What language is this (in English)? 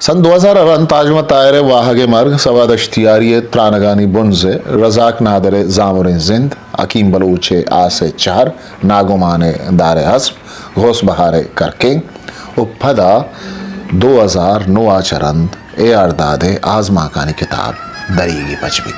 Eastern Balochi